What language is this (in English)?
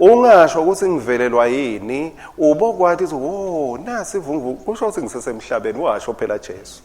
Swati